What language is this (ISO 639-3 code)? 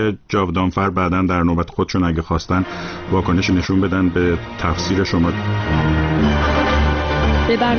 fas